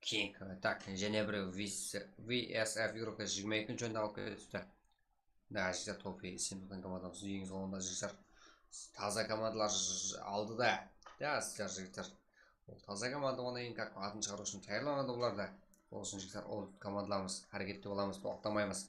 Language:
Kara-Kalpak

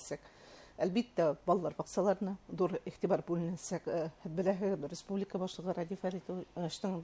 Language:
Bashkir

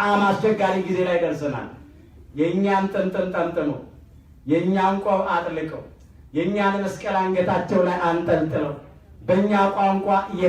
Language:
Amharic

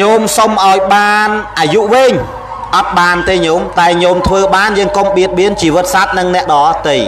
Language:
Khmer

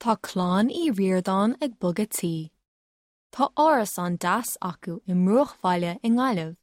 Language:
Irish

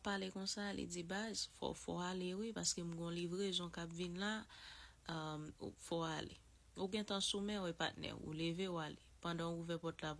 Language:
Haitian Creole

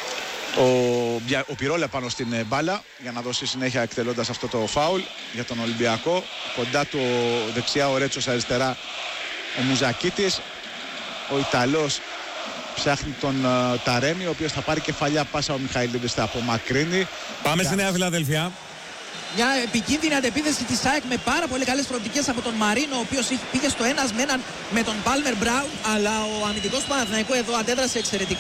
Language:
Greek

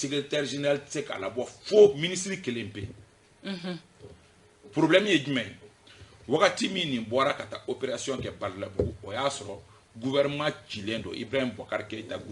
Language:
Bambara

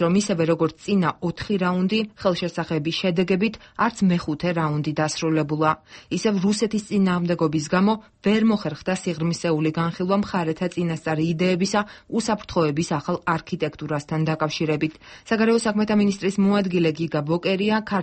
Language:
Georgian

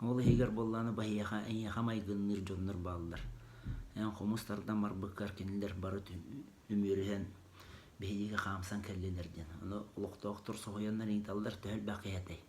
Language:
Yakut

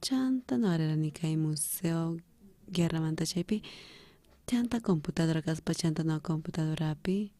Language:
South Bolivian Quechua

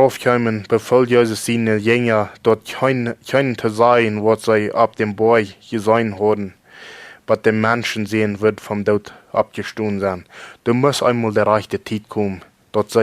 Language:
Plautdietsch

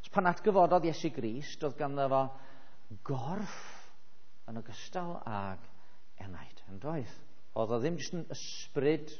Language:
Welsh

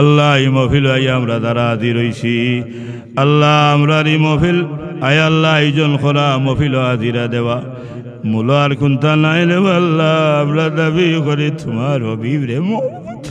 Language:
Sylheti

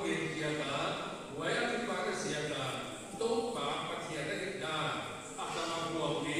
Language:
Paite Chin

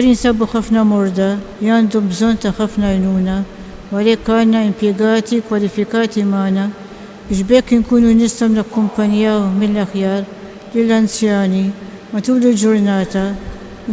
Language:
Maltese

